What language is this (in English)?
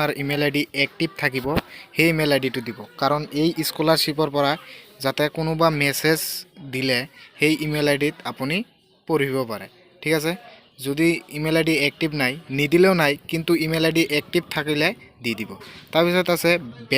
Assamese